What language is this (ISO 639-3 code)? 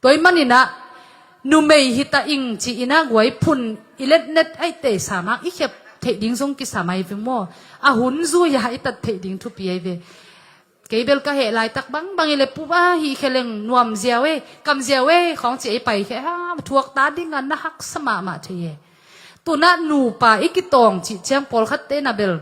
ctd